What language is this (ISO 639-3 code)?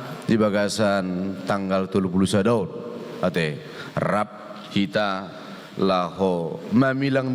bbc